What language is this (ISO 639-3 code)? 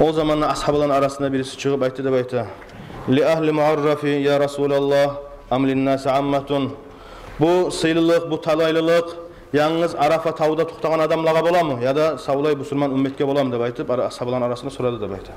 kum